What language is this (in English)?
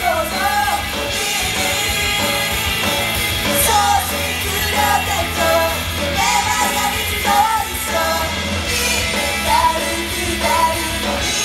Japanese